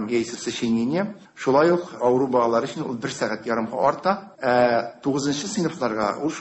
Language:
Tatar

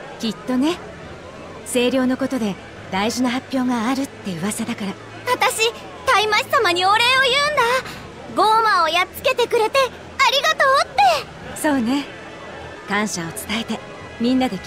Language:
Japanese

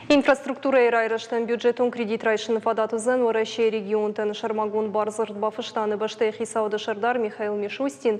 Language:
Ossetic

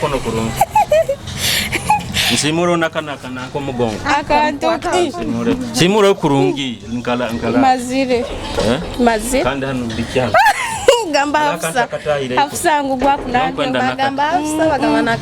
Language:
Nyoro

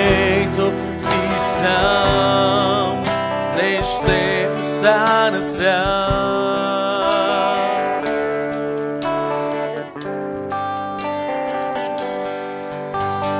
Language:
Bulgarian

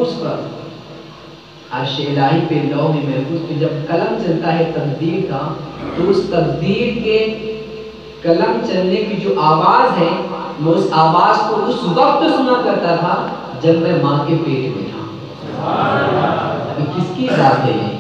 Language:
Urdu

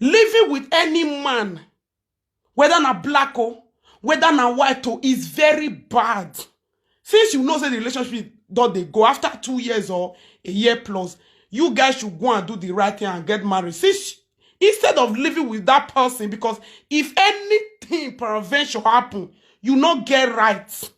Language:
Nigerian Pidgin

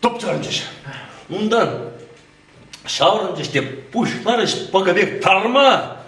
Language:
Chuvash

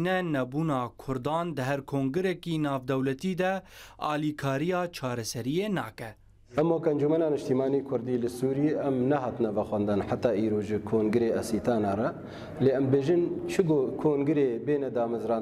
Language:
Kurdish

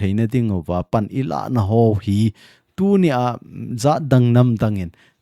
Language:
Thado Chin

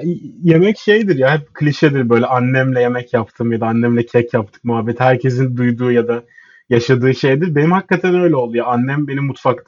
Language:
Turkish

